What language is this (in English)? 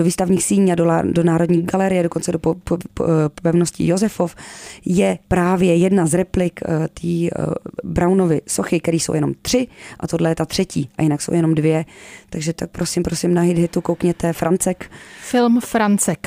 Czech